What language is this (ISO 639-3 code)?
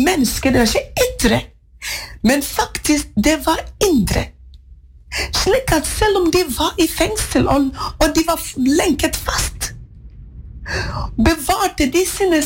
nor